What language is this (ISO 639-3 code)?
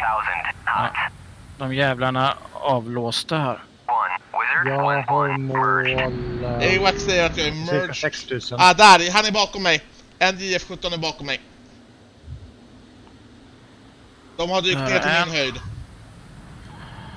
swe